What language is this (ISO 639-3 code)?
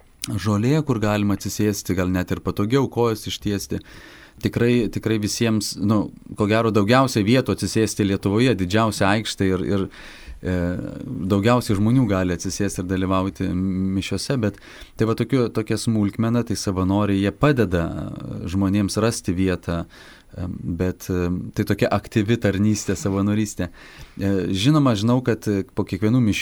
lit